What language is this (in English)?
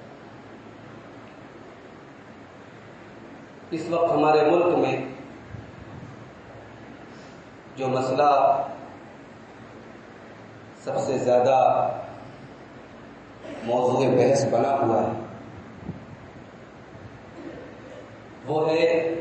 Urdu